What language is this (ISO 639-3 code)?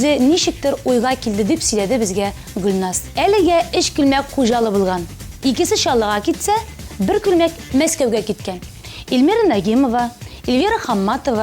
tat